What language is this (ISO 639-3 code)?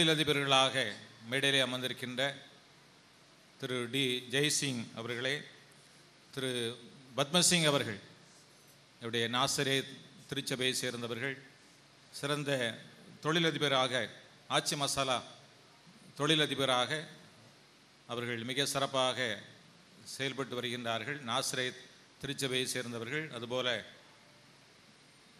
tam